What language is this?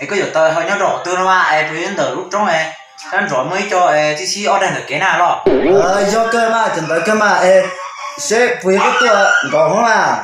Hmong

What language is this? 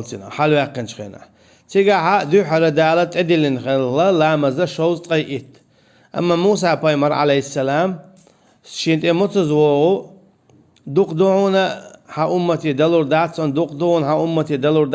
Chechen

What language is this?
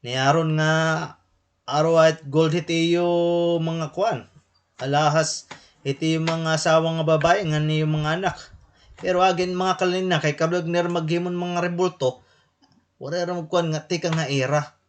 Waray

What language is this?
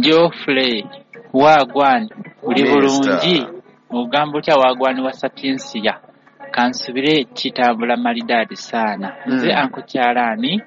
Ganda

